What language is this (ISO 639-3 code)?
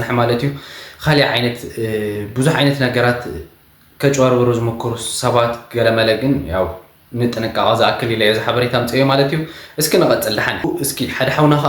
tir